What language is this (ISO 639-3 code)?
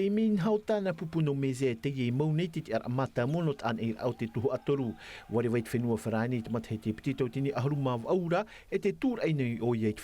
tah